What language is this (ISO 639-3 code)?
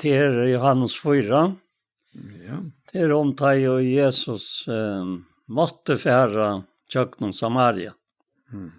fao